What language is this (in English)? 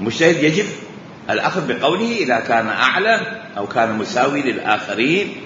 Mesopotamian Arabic